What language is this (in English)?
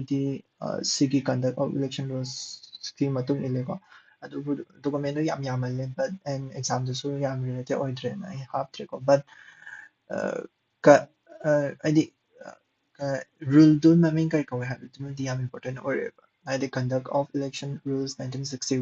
Manipuri